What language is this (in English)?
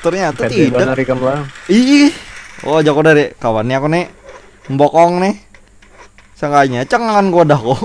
Banjar